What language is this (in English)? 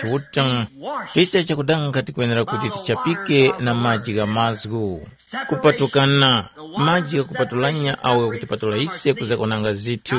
Tumbuka